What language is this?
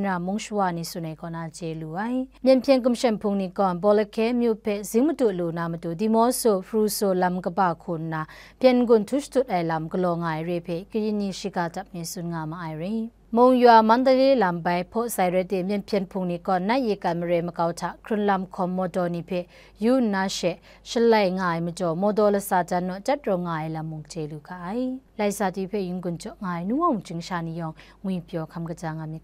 Kachin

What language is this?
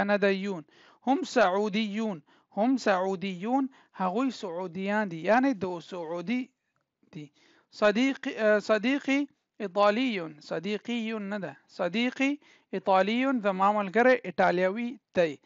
Pashto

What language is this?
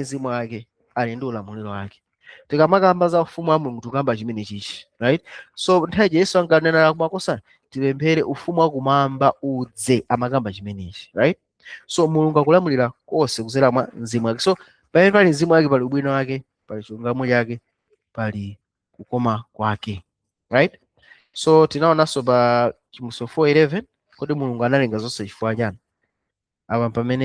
Nyanja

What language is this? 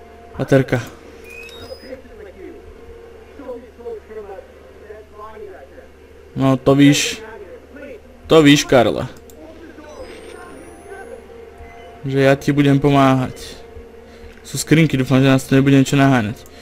Slovak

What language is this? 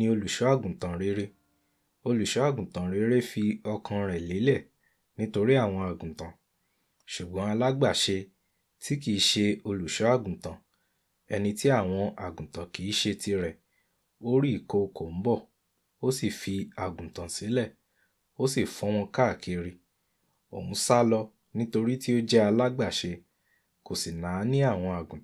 Yoruba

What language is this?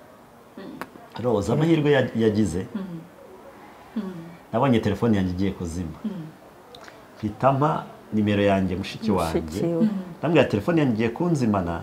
Kinyarwanda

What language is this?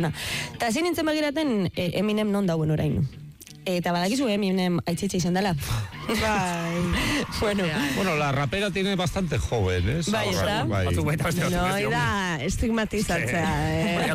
Basque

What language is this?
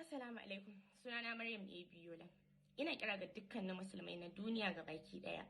Hausa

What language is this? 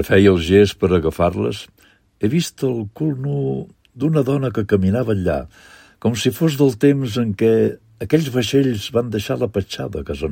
Catalan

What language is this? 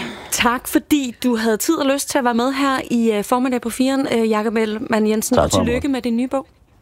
Danish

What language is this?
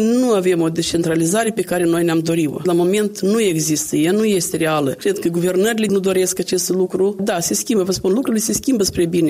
Romanian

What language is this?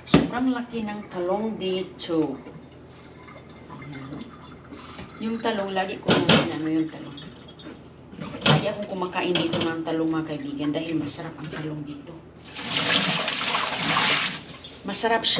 Filipino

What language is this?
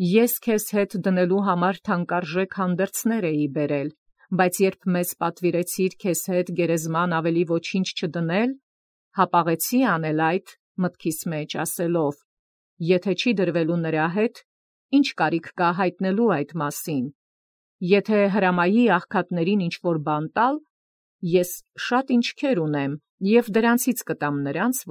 Armenian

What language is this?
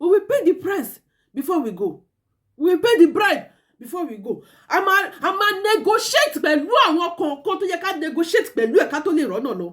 Yoruba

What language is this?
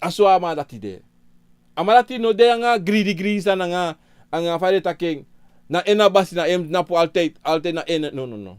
Sranan Tongo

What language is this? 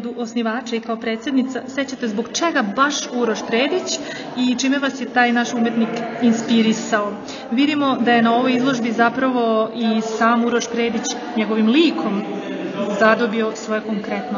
Serbian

